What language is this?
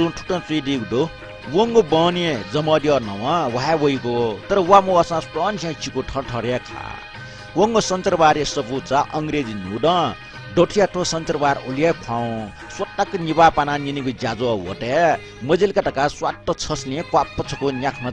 Newari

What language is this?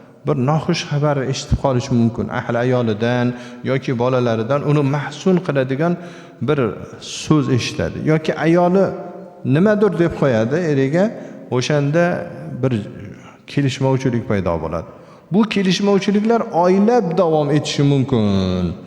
Uzbek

